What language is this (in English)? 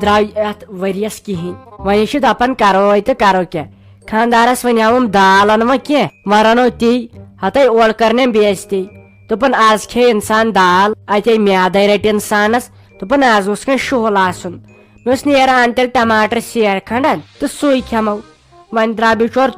Kashmiri